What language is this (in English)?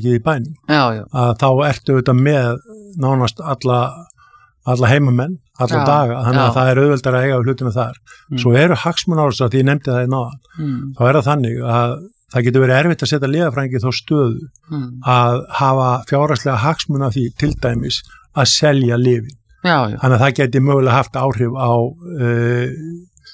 Icelandic